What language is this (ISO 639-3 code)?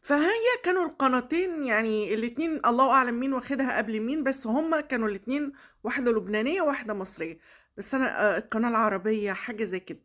arz